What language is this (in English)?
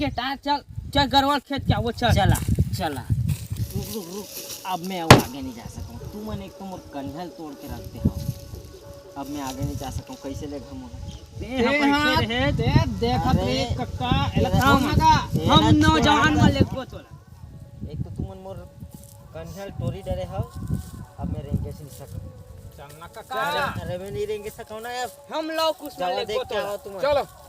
Chhattisgarhi